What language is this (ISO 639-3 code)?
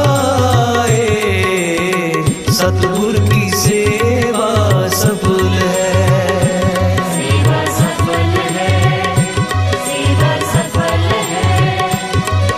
hin